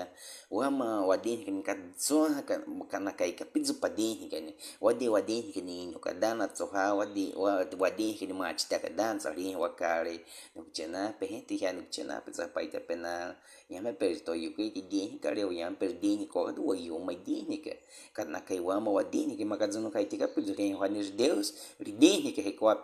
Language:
Baniwa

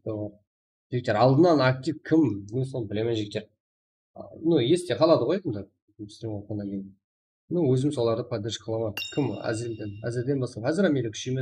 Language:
Kara-Kalpak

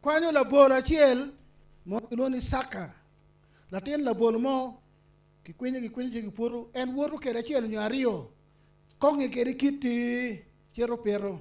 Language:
Acoli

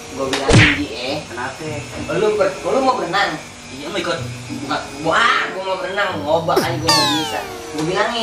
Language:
Betawi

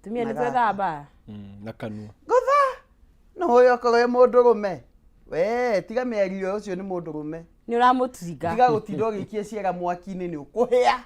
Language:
Kikuyu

